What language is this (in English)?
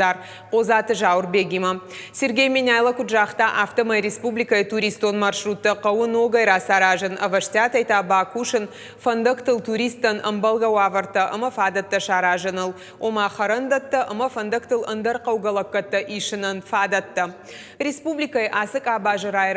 Ossetic